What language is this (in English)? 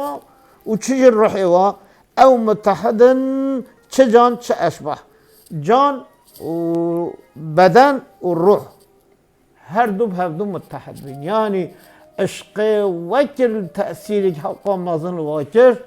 Kurdish